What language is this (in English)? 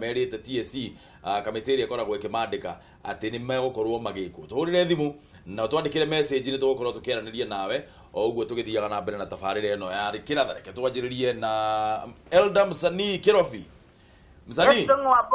Kikuyu